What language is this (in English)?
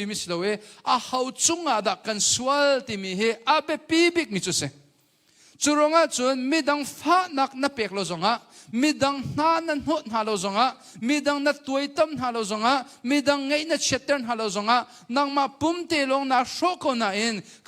Hakha Chin